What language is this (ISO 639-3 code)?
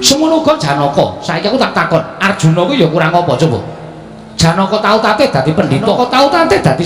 jav